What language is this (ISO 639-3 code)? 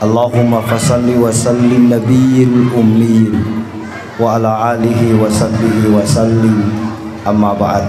bug